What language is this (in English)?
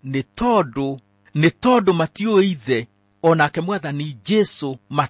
Kikuyu